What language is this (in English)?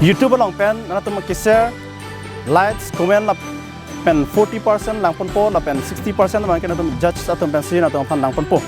Karbi